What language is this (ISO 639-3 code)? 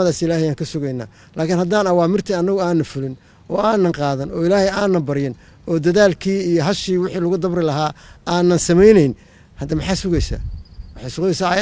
som